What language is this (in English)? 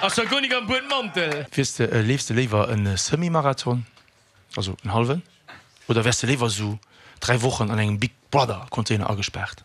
Luxembourgish